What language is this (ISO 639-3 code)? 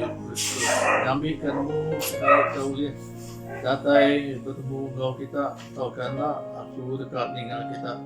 iba